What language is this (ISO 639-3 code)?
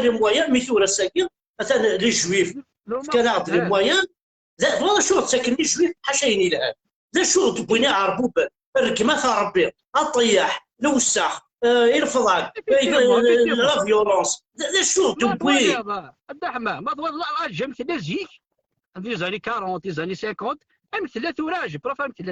kab